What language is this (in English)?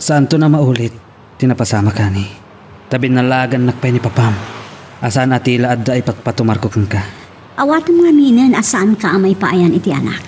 Iloko